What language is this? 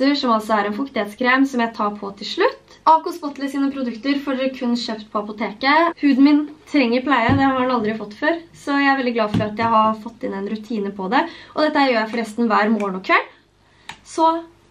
Norwegian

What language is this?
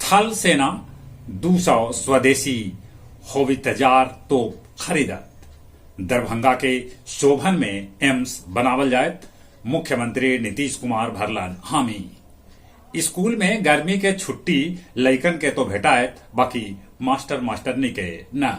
Magahi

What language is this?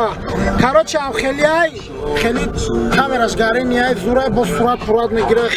Tajik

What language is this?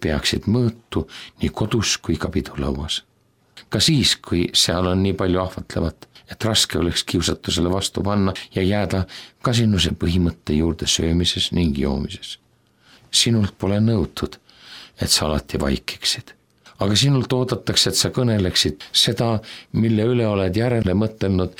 Estonian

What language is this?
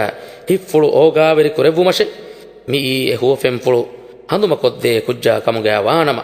Divehi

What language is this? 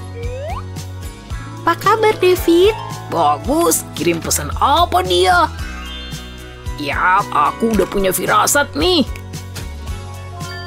Indonesian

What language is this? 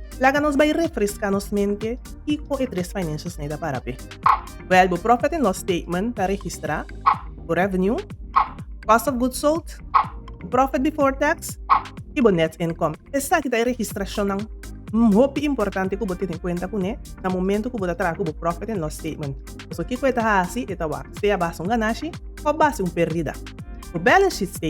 Papiamento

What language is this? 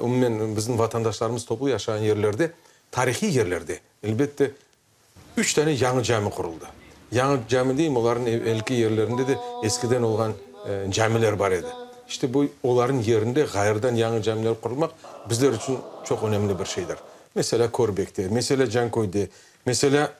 Crimean Tatar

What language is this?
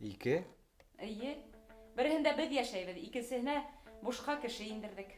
Bashkir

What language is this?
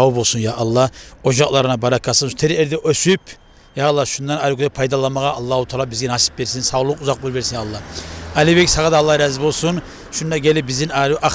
Kumyk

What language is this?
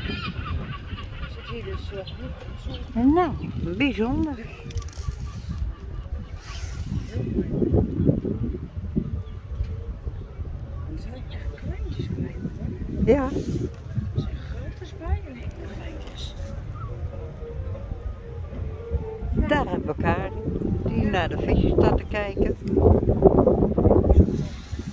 Dutch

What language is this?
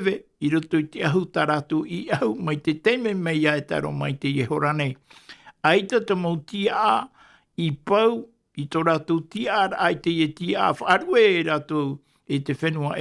Tahitian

